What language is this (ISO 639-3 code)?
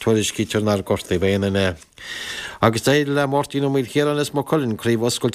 gle